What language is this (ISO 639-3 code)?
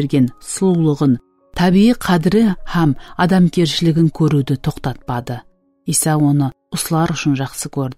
kaa